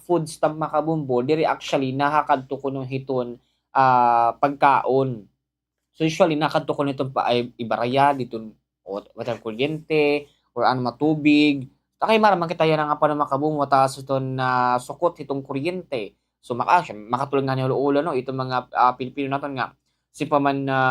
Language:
Waray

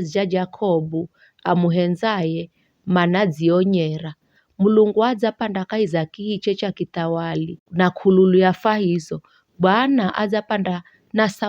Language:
Giryama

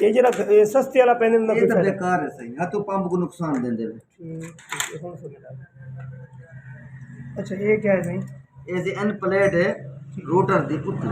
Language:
Saraiki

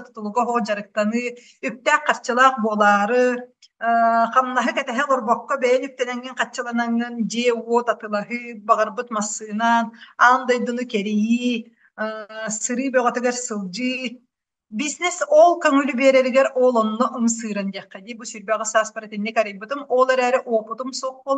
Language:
Yakut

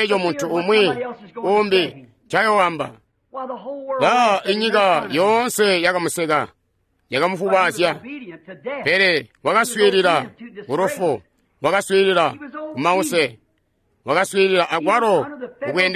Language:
Tonga (Zambia)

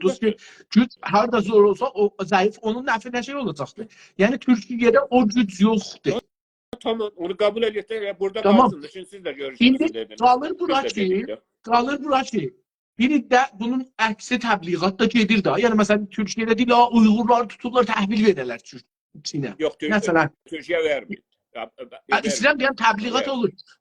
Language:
South Azerbaijani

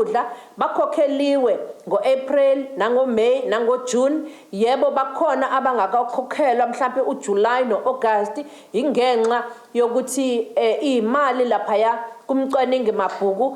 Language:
Zulu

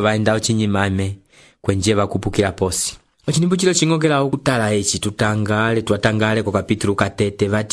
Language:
Umbundu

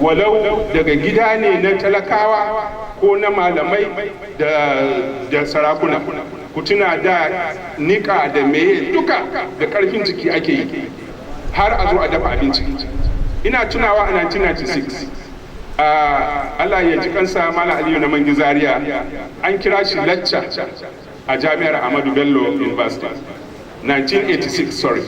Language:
Hausa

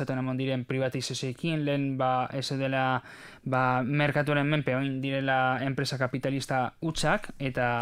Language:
Basque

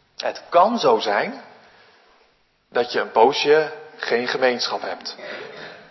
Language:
Dutch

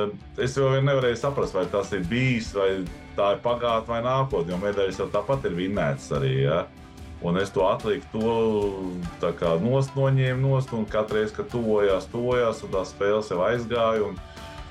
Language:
Latvian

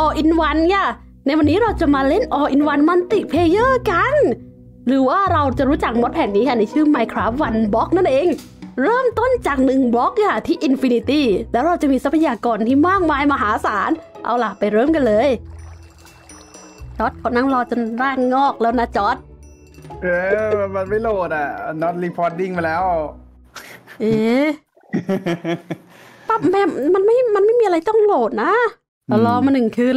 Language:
Thai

